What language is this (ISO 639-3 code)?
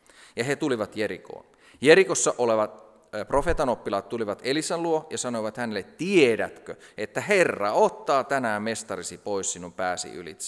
fin